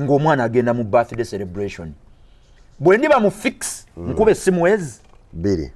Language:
Ganda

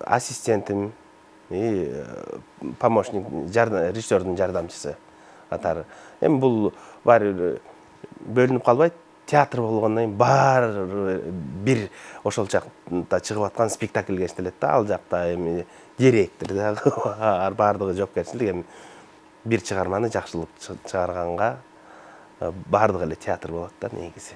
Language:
Kyrgyz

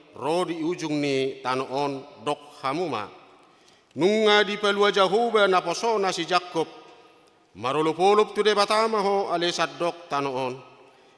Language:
Batak Toba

